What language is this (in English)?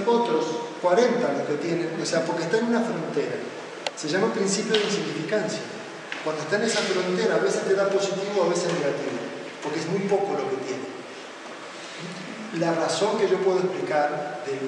Spanish